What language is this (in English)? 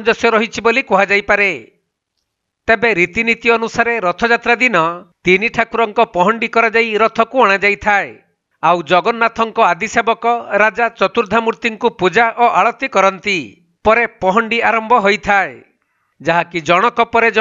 Odia